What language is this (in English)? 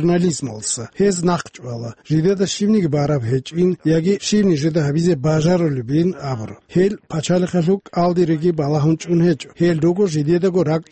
Avaric